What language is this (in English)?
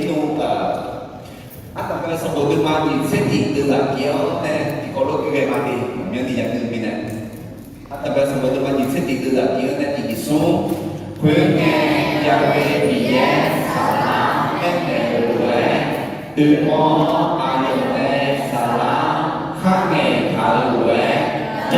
Akha